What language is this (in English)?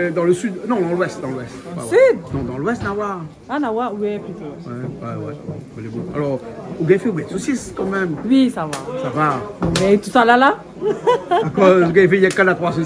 Réunion Creole French